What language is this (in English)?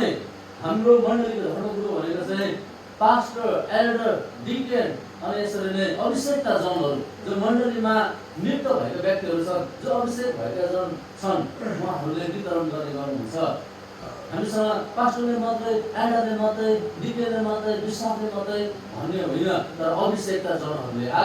Nepali